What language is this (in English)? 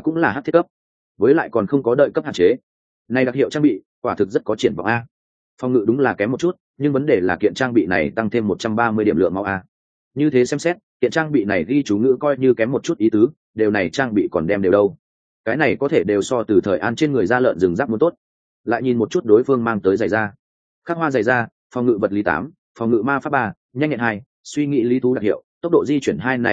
Vietnamese